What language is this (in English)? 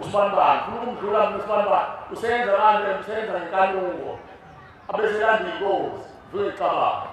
Zulu